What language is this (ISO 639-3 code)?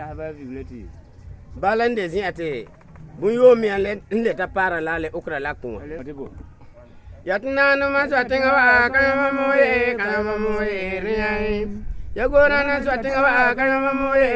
gur